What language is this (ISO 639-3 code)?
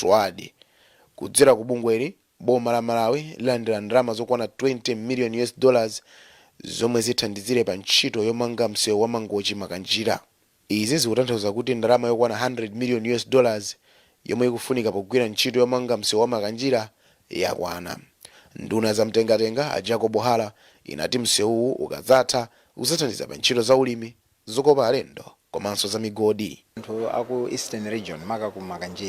nya